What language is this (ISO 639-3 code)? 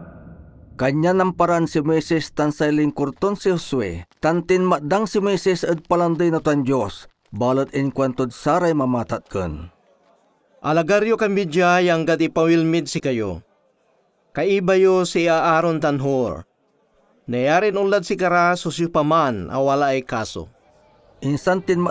pag